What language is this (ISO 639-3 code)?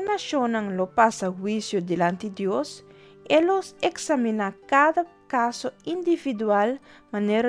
pap